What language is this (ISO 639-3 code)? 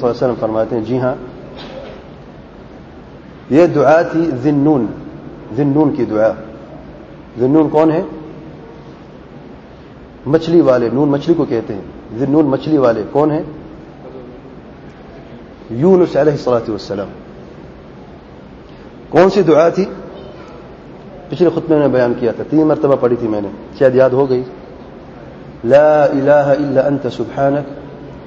urd